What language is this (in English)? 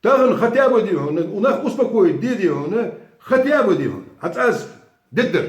Ingush